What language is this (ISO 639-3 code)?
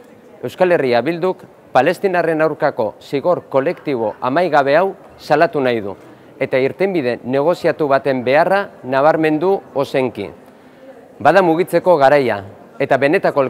eus